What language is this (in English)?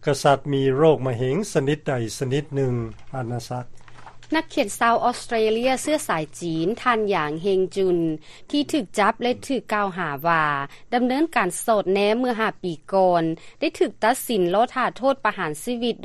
Lao